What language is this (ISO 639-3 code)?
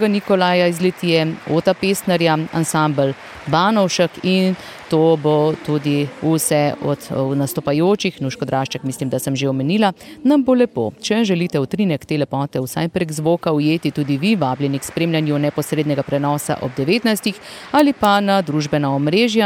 slv